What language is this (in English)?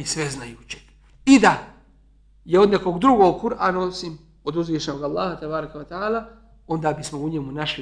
Bosnian